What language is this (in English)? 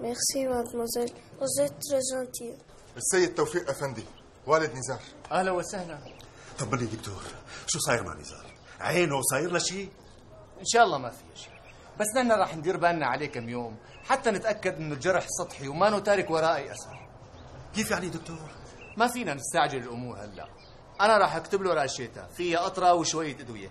North Levantine Arabic